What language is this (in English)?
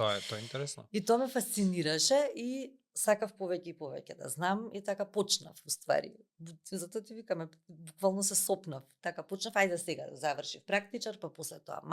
Macedonian